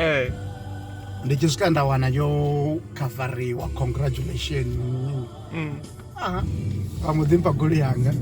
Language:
Venda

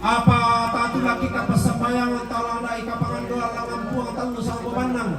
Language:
Toraja-Sa'dan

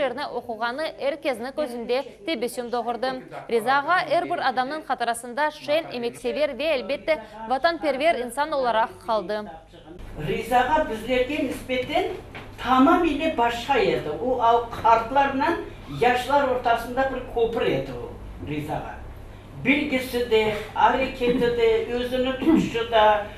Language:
Crimean Tatar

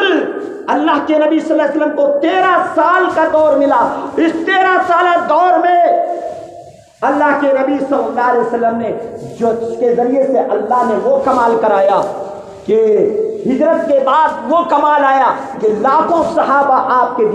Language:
Urdu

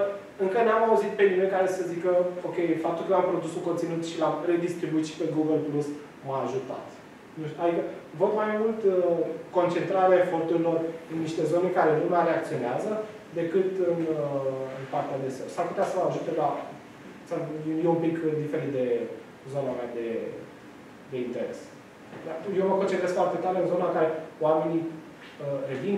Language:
Romanian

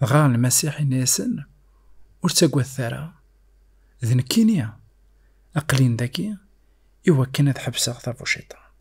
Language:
Kabyle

